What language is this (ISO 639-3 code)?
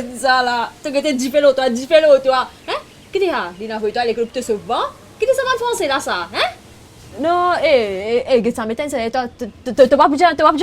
mfe